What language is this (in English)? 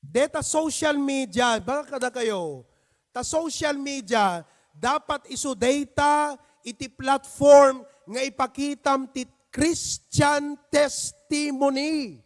Iloko